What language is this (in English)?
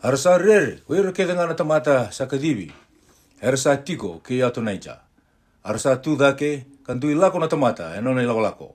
Fijian